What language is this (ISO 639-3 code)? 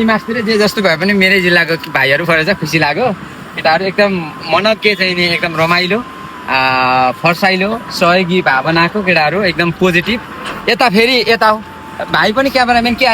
nep